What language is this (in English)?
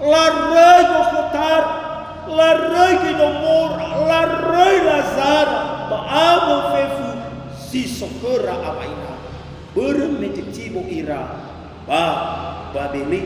Nias